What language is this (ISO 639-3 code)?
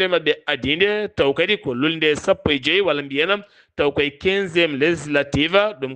ful